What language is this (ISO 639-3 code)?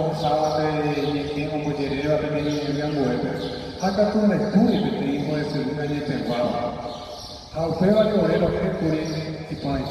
grn